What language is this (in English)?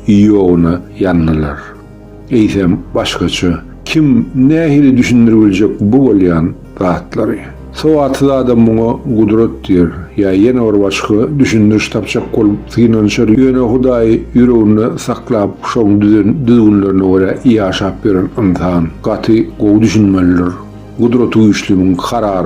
Turkmen